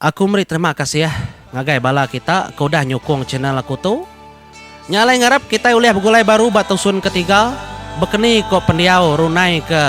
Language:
Iban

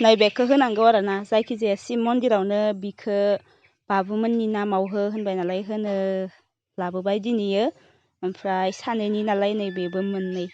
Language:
Bodo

